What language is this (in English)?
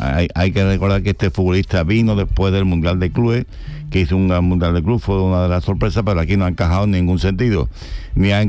Spanish